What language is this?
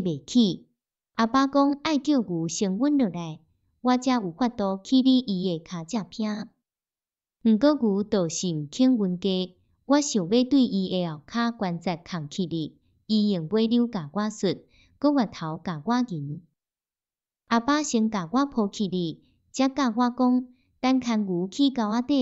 Min Nan Chinese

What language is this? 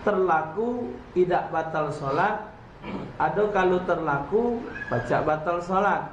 Musi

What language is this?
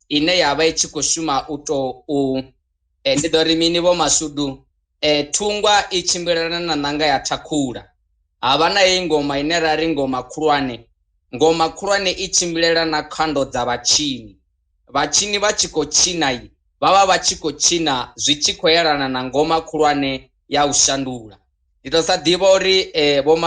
Venda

